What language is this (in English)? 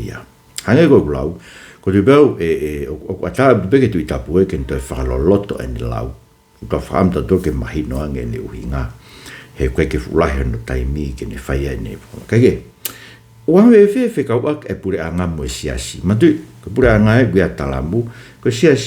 Tongan